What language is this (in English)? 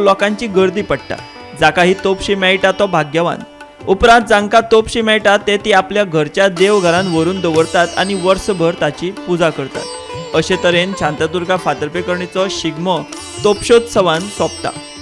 Konkani